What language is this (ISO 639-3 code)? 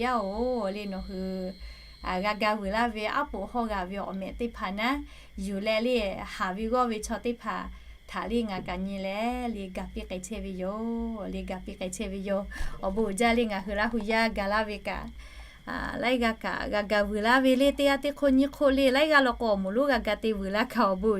lhu